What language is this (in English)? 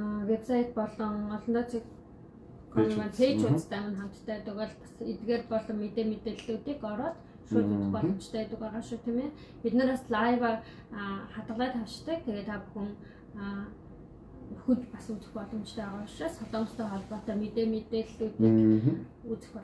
Mongolian